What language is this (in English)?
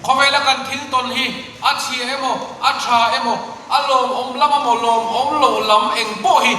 Mizo